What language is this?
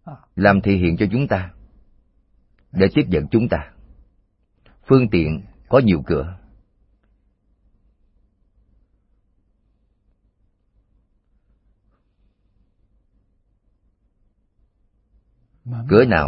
Vietnamese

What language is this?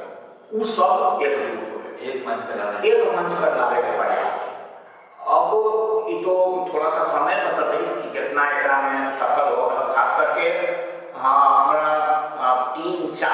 Magahi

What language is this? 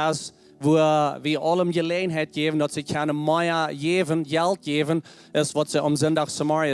Plautdietsch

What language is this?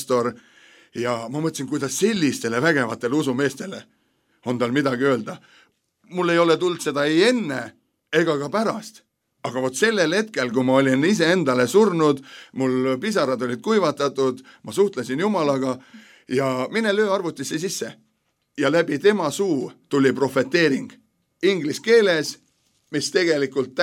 Estonian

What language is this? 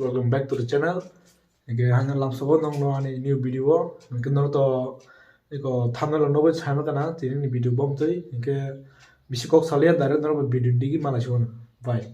Kok Borok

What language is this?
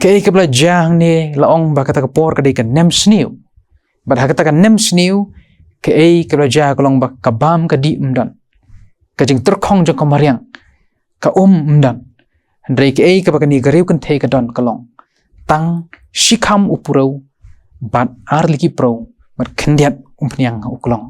Khasi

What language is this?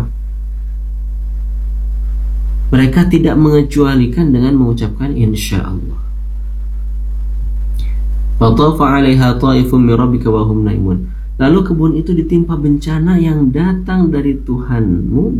Indonesian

